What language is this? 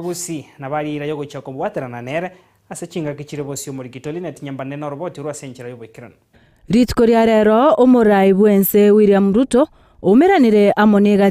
Gusii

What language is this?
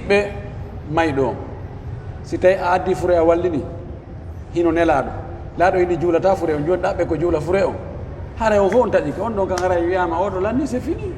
Pular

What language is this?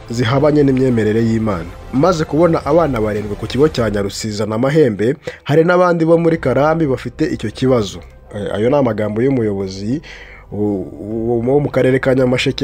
Kinyarwanda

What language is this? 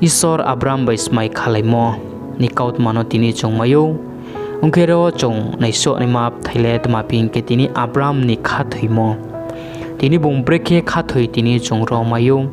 Riang (India)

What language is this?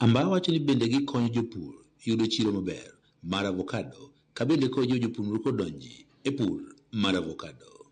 Luo (Kenya and Tanzania)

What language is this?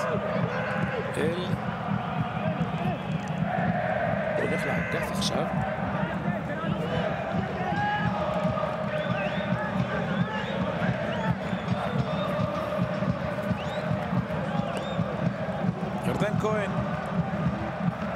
Hebrew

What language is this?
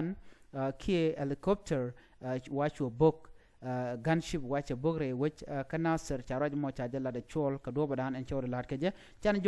Nuer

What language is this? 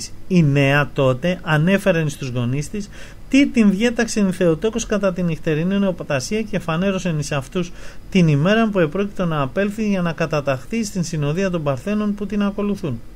Greek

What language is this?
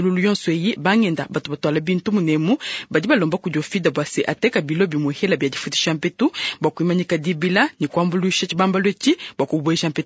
Luba-Lulua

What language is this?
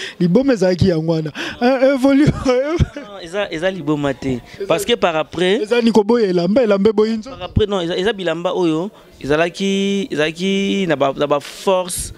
Lingala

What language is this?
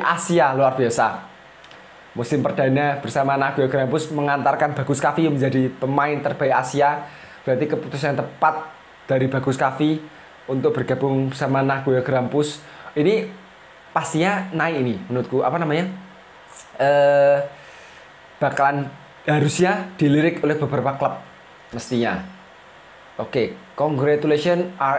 Indonesian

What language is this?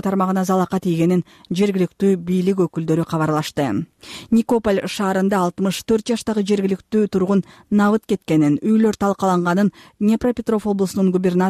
Kyrgyz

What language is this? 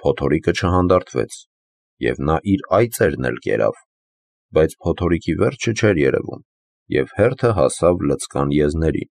Armenian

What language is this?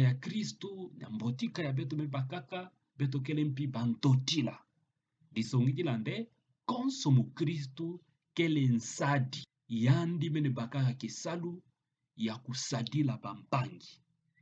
Kituba (Democratic Republic of Congo)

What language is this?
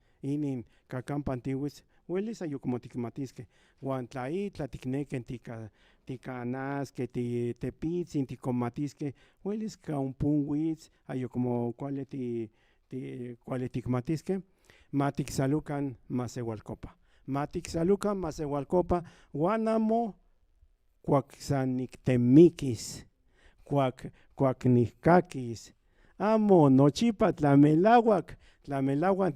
Central Nahuatl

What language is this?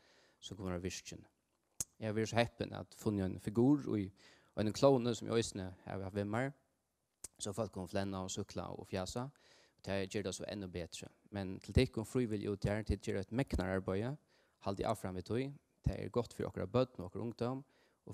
Faroese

